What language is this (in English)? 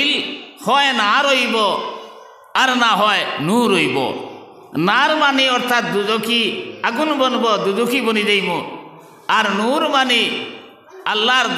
Sylheti